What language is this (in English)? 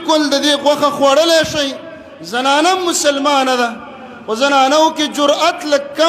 Pashto